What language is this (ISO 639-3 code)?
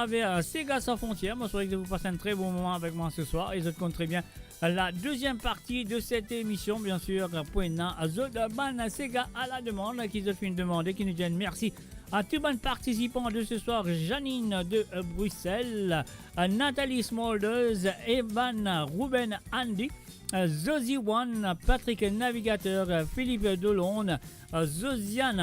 mfe